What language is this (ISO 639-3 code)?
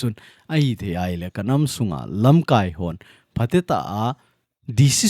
tcz